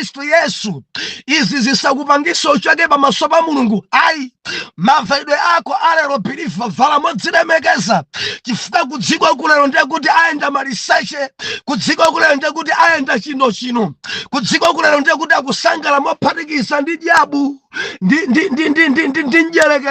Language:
Nyanja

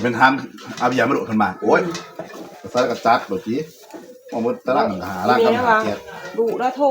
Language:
Northeastern Thai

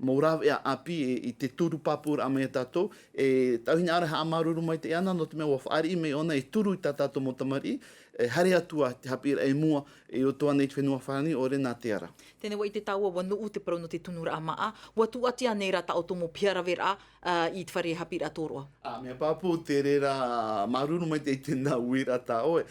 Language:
Tahitian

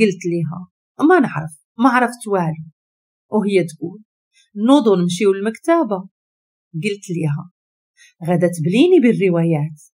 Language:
Moroccan Arabic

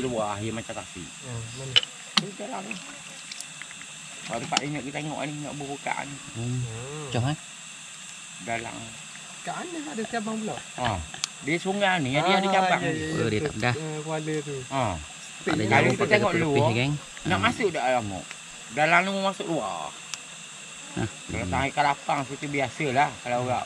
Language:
Malay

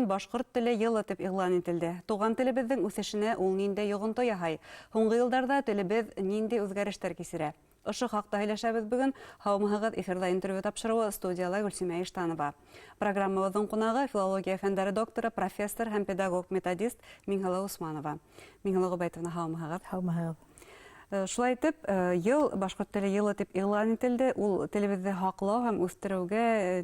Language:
Bashkir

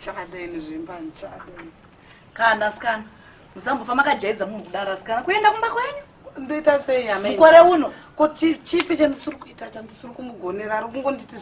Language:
Shona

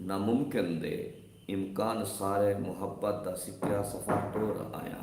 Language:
Saraiki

